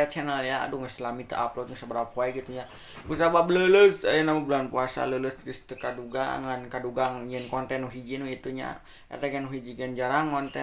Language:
Sundanese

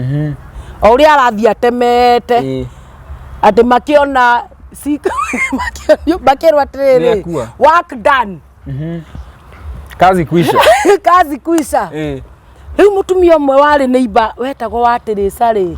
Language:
Kikuyu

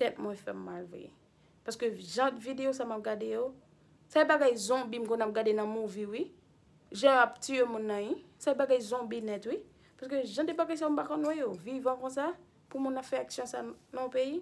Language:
Haitian Creole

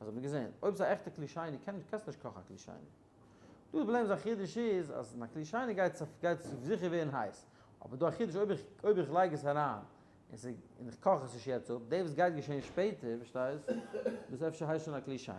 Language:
Yiddish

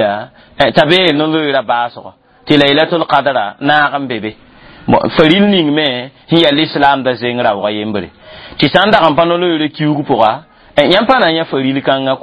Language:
Mossi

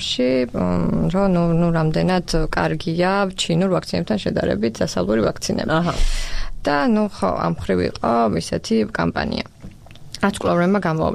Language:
Georgian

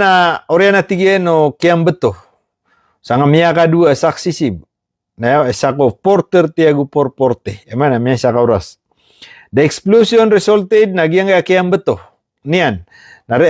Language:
Maranao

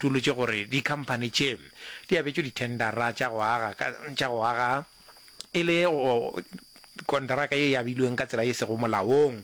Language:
Northern Sotho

